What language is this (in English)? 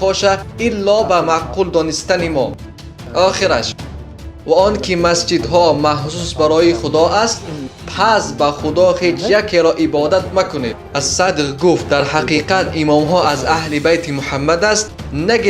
Tajik